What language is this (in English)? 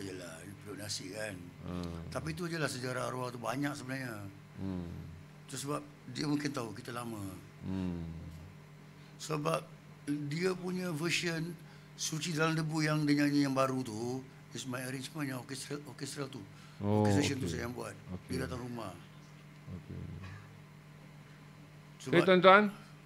Malay